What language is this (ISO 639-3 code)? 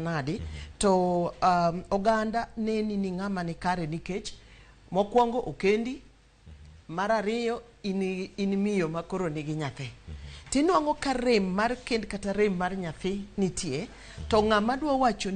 luo